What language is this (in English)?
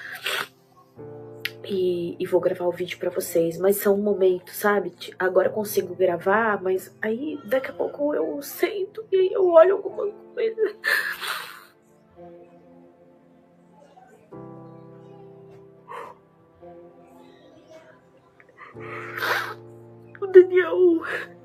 Portuguese